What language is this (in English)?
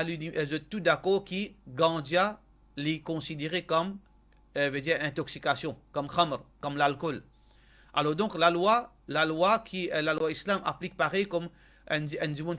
Morisyen